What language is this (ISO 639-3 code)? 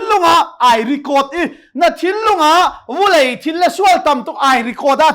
cnh